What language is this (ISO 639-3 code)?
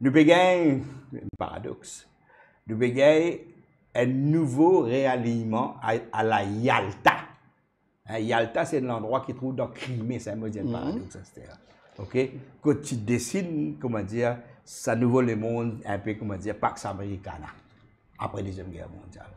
mfe